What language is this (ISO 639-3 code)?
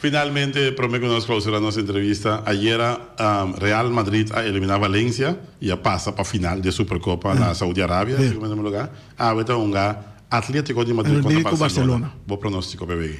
pap